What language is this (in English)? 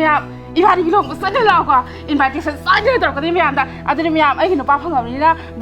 Manipuri